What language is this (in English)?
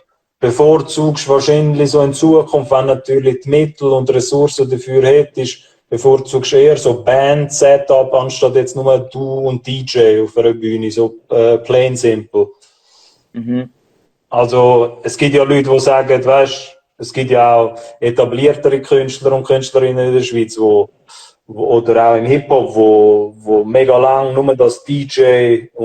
Swiss German